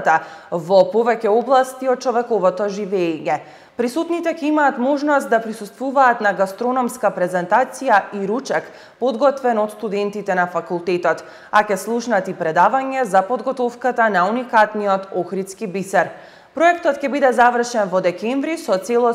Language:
Macedonian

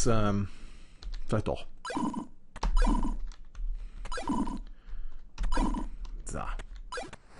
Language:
German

